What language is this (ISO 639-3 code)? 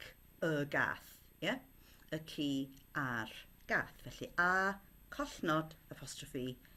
cym